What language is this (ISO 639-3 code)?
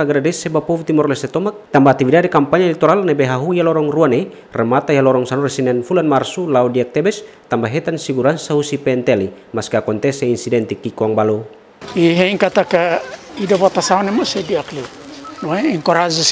tet